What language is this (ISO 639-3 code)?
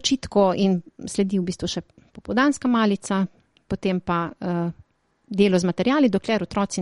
slv